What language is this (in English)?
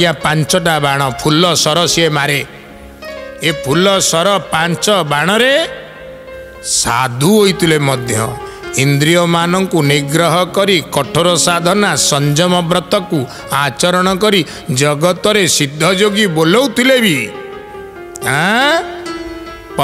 Odia